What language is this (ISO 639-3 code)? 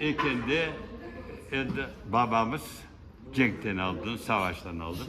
crh